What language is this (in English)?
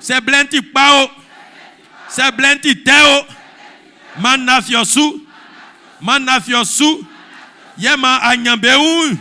Baoulé